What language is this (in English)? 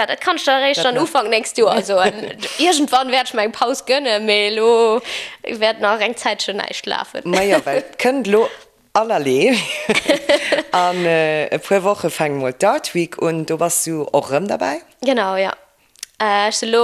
Luxembourgish